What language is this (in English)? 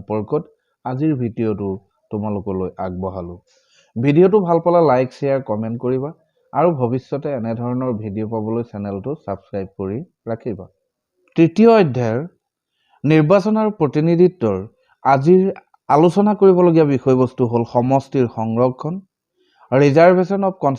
Assamese